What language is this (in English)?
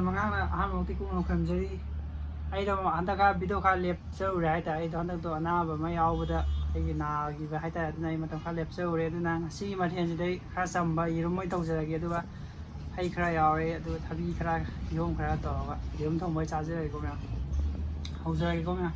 Manipuri